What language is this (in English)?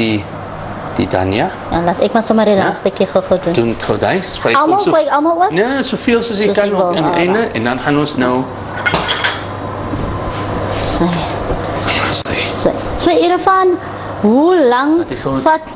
Afrikaans